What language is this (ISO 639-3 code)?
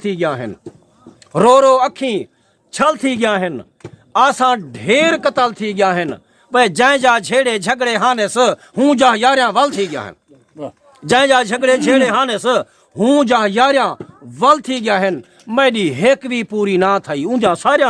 skr